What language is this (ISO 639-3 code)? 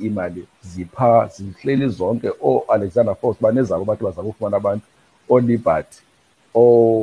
xho